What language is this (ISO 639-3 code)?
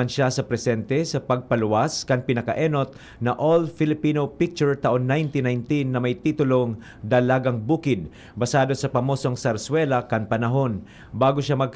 bik